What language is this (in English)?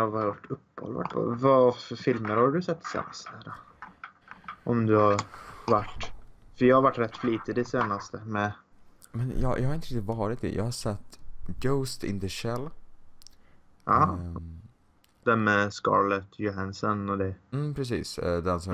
Swedish